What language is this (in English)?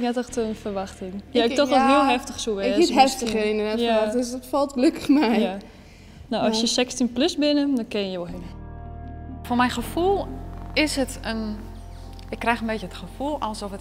Western Frisian